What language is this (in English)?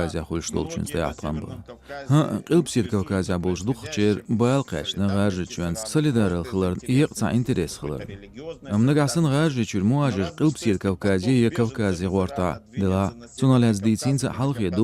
Chechen